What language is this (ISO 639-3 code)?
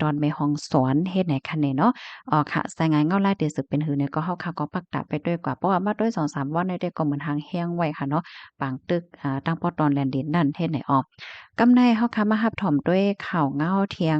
shn